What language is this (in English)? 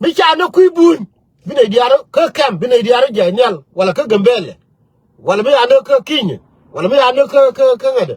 Nuer